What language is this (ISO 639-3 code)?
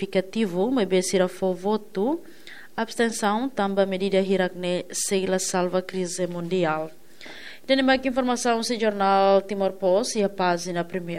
tet